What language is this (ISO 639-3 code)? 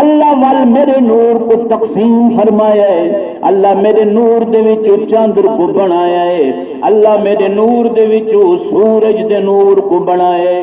skr